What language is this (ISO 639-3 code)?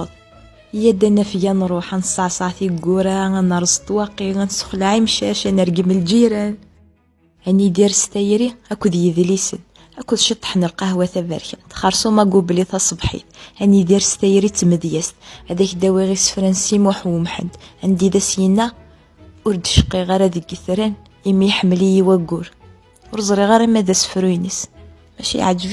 kab